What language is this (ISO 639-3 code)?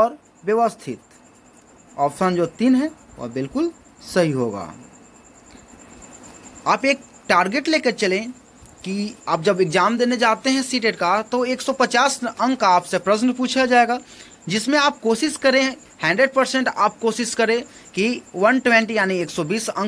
hin